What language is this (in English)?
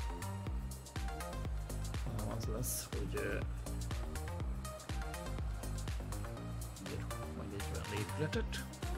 Hungarian